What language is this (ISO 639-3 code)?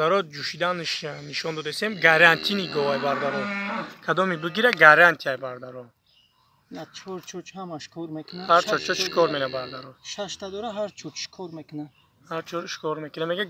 tgk